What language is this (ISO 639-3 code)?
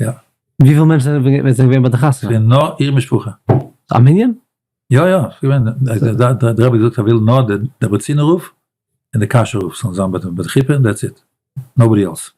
yid